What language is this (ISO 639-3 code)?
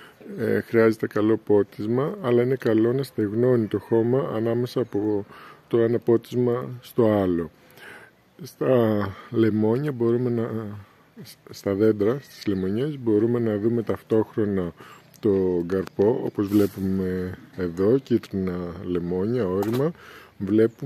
ell